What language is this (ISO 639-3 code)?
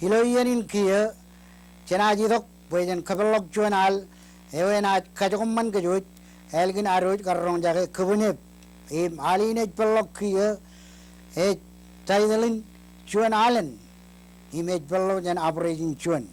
mah